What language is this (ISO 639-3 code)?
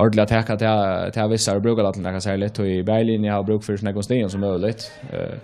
fao